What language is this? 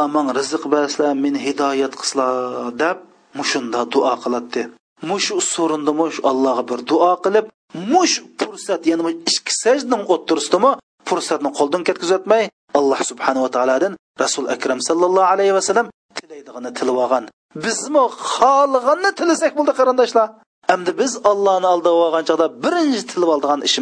Uyghur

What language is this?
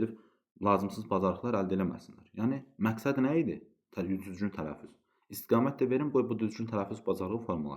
Azerbaijani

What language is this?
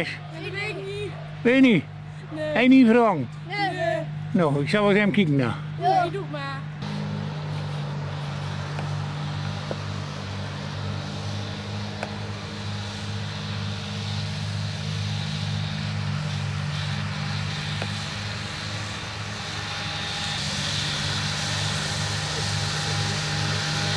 Dutch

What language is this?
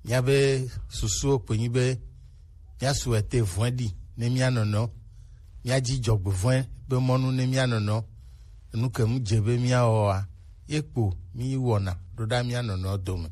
Gen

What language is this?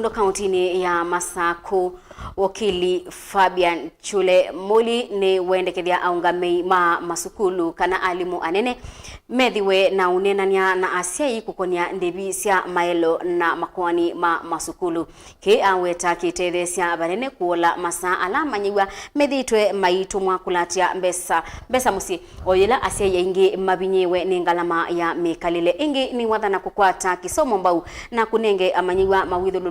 Kamba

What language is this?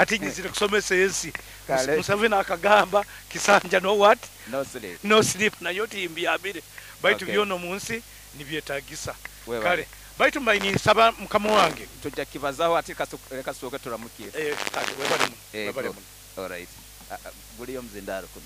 Nyoro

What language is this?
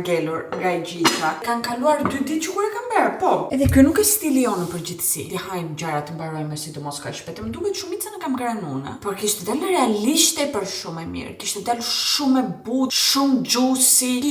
Albanian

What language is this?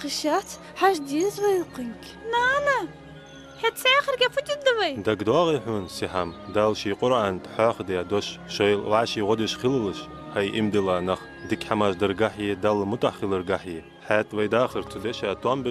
Ingush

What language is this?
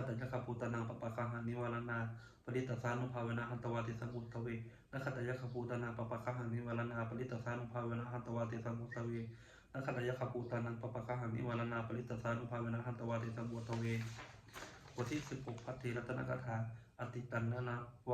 Pali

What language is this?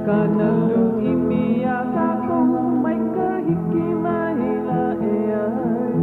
Hawaiian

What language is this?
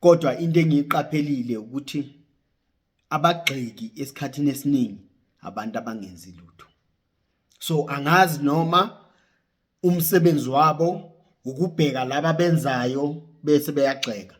Zulu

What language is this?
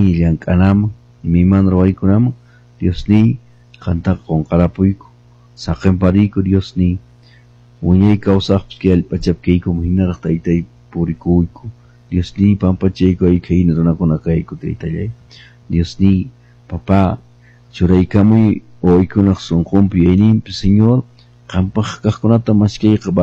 Quechua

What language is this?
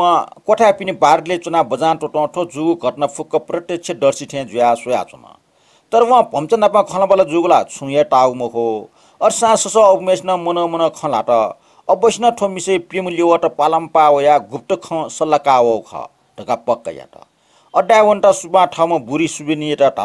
Newari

